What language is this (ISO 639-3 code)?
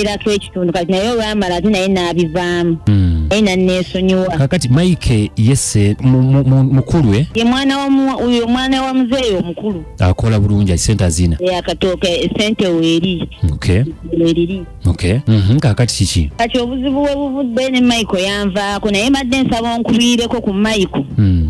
lug